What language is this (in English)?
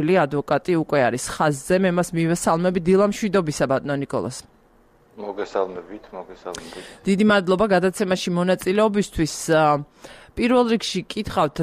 Georgian